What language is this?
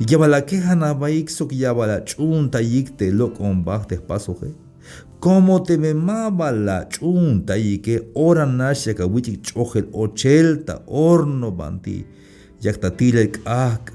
Tzeltal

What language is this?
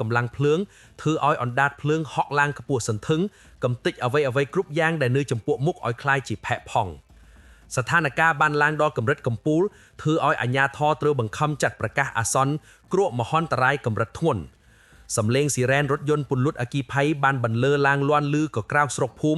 Khmer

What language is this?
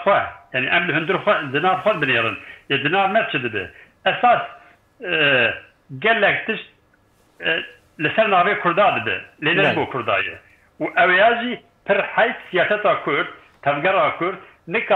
Kurdish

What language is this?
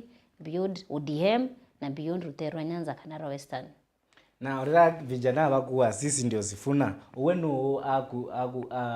Meru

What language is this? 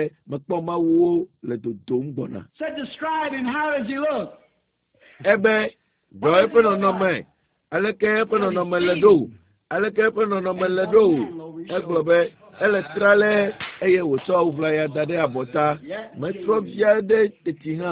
Ewe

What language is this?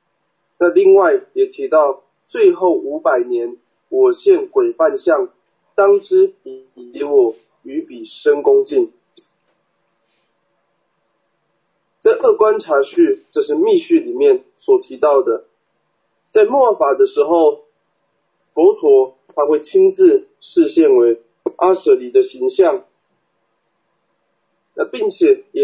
Chinese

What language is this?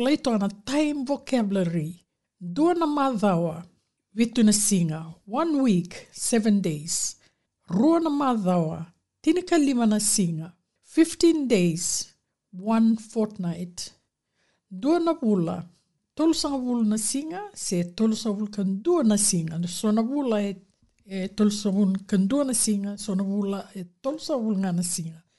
Fijian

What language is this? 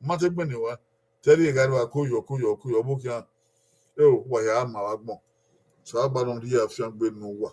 Bini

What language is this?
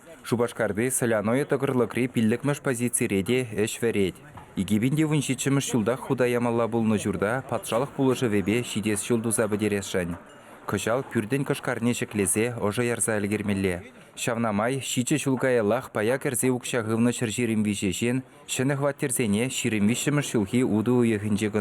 Chuvash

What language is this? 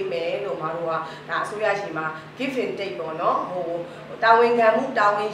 Burmese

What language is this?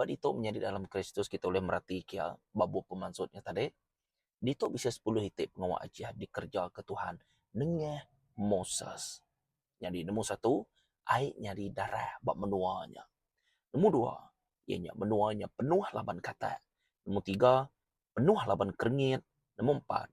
Iban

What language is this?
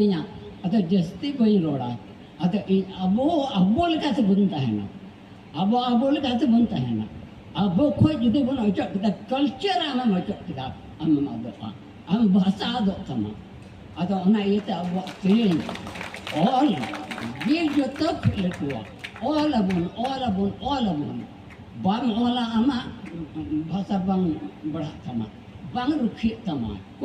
Santali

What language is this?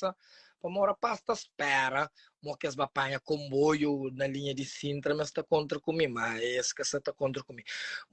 Kabuverdianu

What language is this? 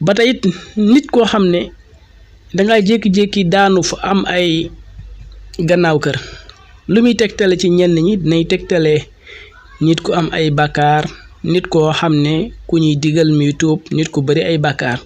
Wolof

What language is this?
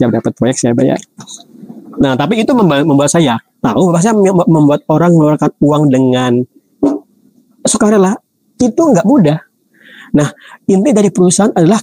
Indonesian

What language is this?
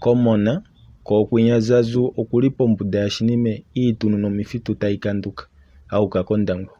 Kuanyama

